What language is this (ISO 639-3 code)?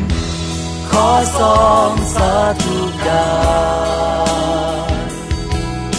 tha